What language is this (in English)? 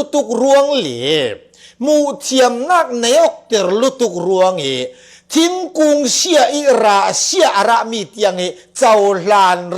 Falam Chin